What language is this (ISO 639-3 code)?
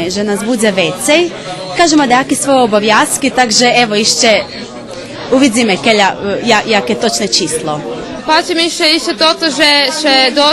rue